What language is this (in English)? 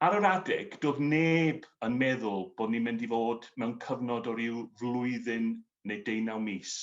Welsh